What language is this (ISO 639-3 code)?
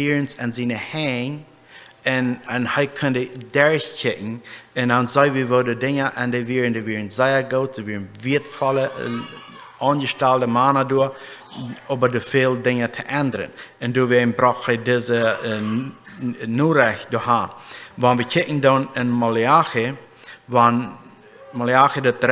pdt